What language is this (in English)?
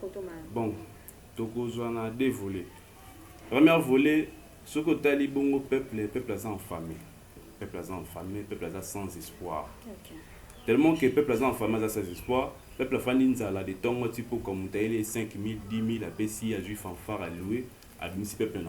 Lingala